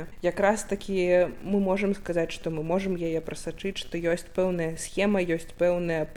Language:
Belarusian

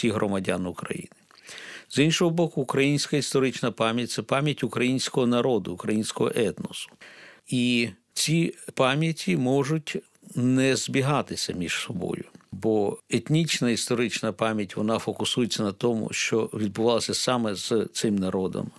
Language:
Ukrainian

